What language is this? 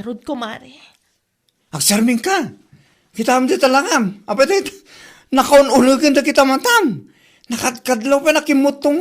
Iloko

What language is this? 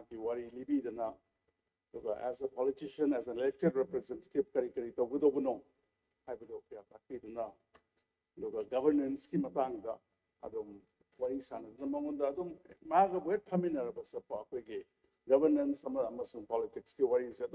Manipuri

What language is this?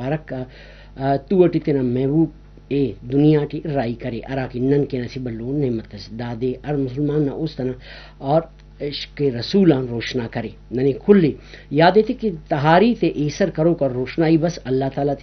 Brahui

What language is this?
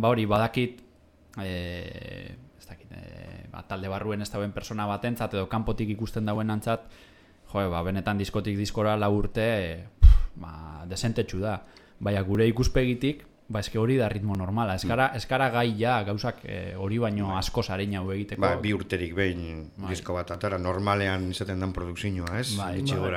Basque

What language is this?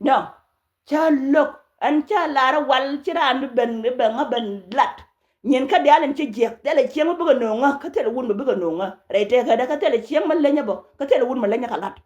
Nuer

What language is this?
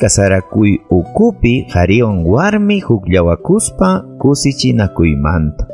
Ayacucho Quechua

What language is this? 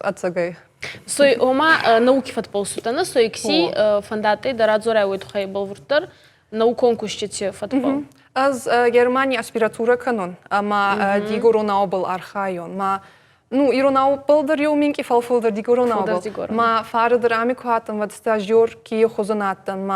Ossetic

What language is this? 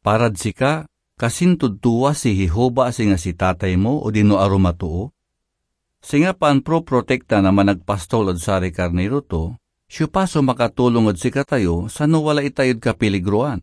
Pangasinan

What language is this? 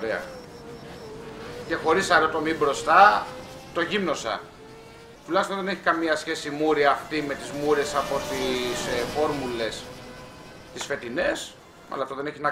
Greek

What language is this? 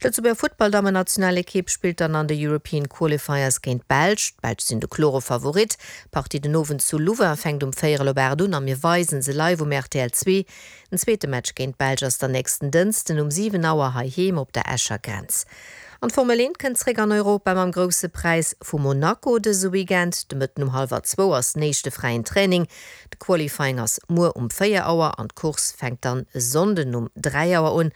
Luxembourgish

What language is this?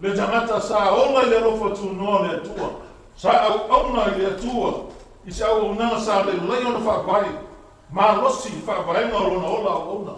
Samoan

